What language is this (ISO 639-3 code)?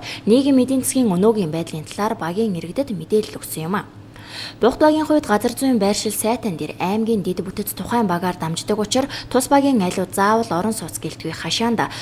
mon